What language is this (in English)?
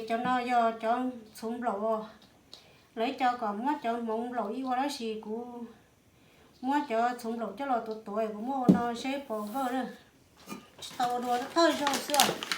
Hmong